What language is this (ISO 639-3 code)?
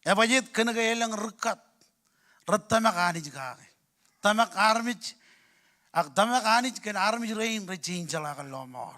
mah